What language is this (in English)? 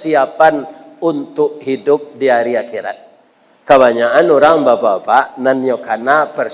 Minangkabau